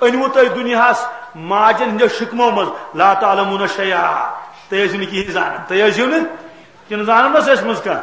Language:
Kashmiri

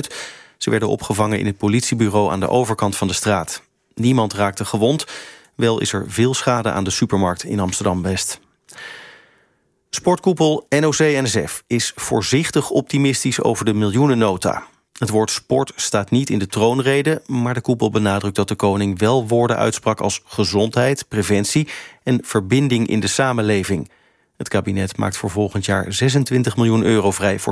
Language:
Dutch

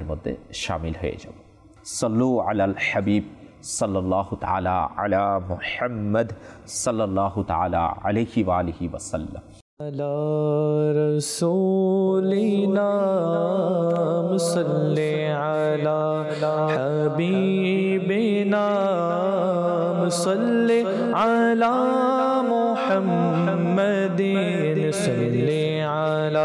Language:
Bangla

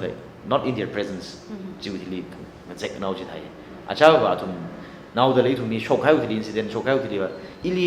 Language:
Tangkhul Naga (India)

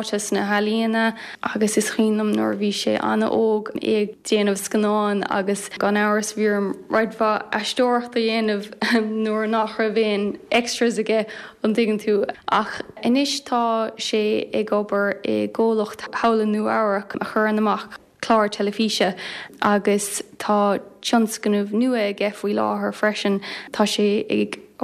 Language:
Irish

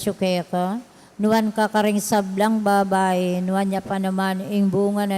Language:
Pampanga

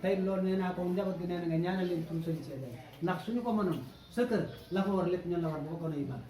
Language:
Wolof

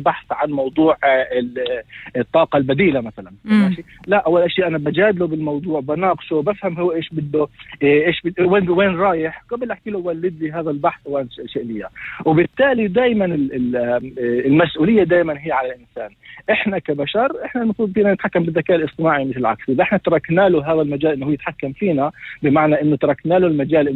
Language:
North Levantine Arabic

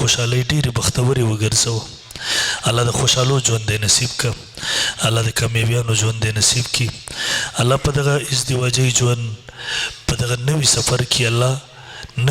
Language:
Pashto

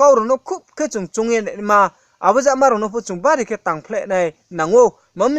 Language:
Riang (India)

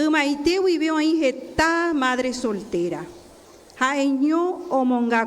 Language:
Guarani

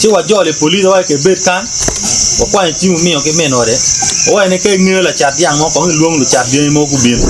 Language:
Acoli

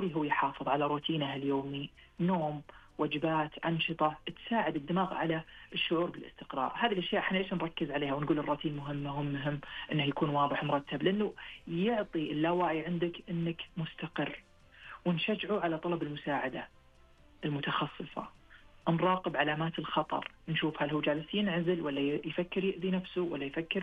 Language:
Najdi Arabic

